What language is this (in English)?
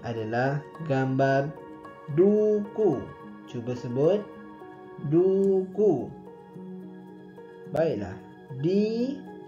Malay